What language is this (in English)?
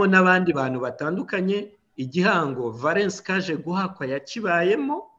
Kinyarwanda